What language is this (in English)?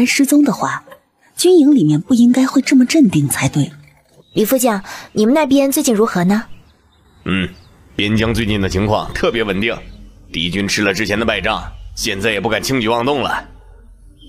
Chinese